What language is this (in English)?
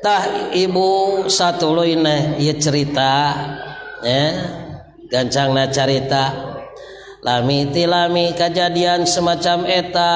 Sundanese